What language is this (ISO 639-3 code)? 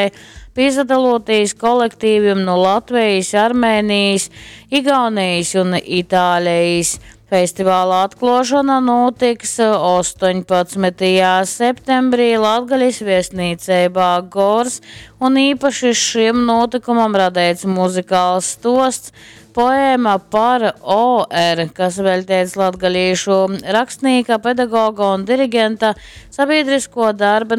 ltg